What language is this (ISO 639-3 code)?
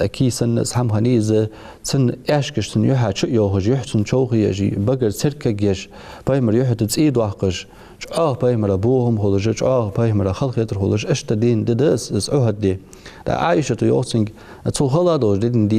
inh